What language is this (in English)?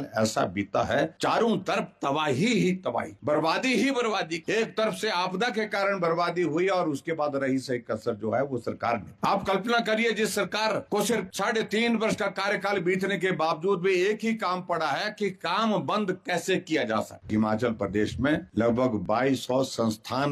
Hindi